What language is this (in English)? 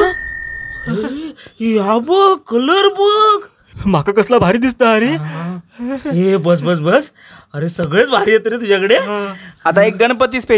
Konkani